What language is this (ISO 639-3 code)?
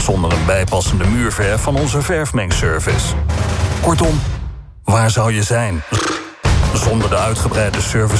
nld